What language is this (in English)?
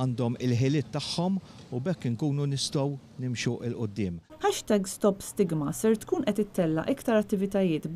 Maltese